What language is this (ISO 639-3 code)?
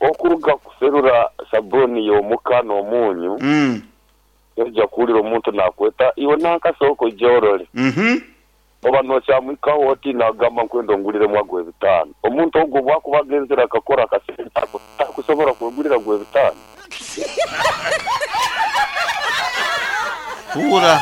nyo